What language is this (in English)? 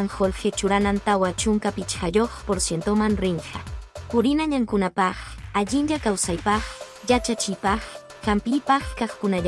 Quechua